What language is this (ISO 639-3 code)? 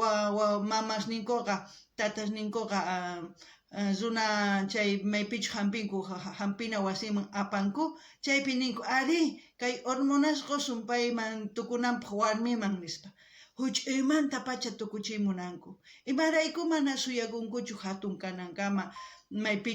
quh